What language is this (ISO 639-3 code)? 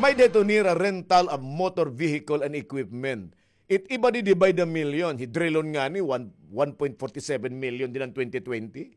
war